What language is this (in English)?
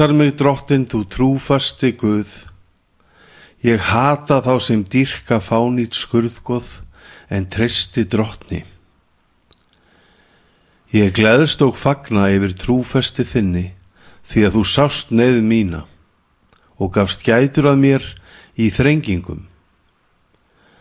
Icelandic